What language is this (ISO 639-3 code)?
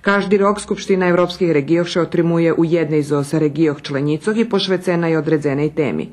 rue